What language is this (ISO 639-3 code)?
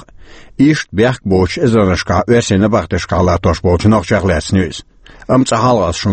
che